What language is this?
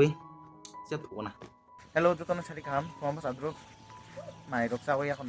Kok Borok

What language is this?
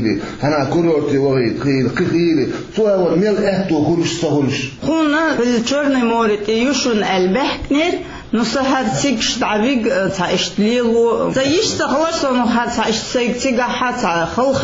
Chechen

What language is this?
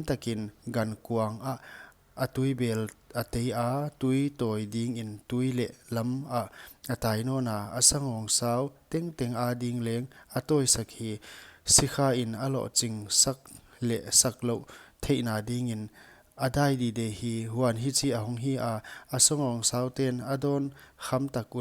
Paite Chin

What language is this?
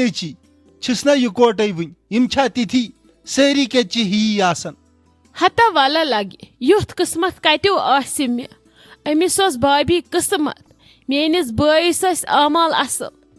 Kashmiri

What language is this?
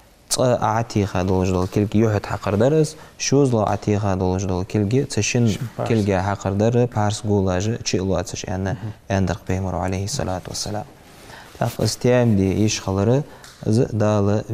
Ingush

